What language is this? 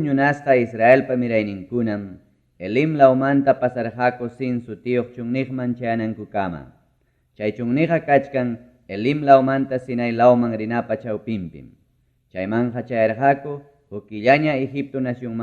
Ayacucho Quechua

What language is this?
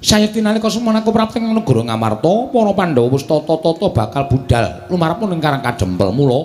Javanese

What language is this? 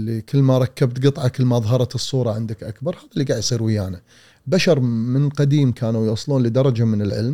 Gulf Arabic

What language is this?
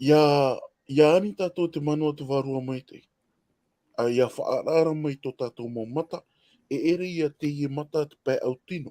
Tahitian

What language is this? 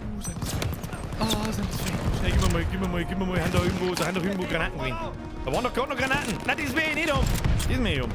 Bavarian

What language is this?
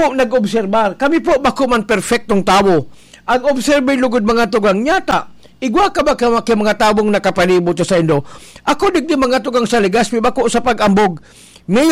Bikol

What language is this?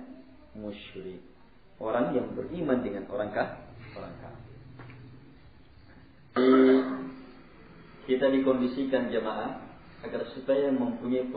Indonesian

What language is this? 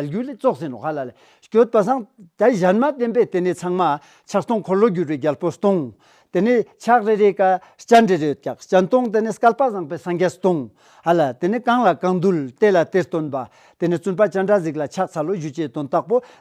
Ladakhi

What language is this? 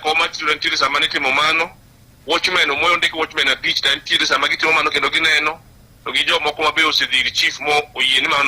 Luo (Kenya and Tanzania)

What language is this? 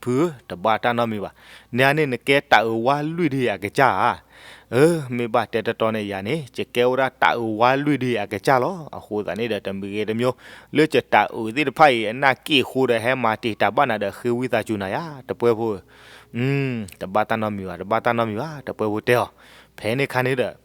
S'gaw Karen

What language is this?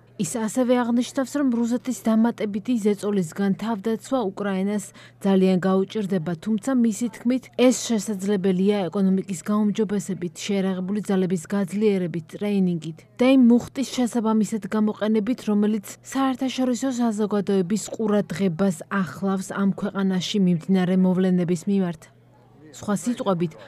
Georgian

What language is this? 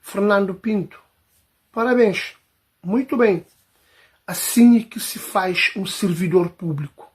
Kabuverdianu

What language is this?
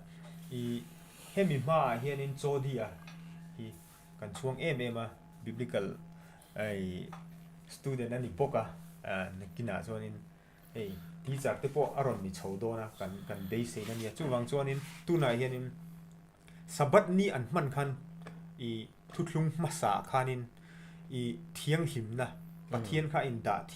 Mizo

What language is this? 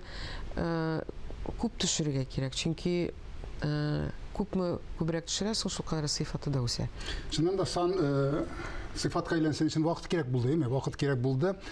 Tatar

